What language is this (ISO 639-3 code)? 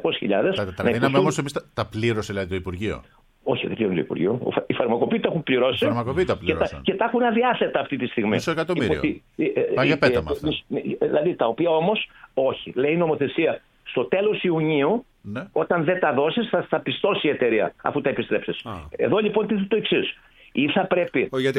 ell